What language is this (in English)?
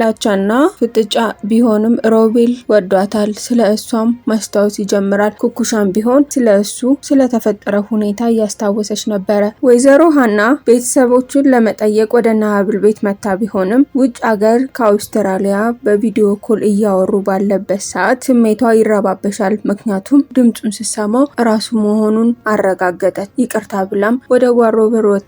Amharic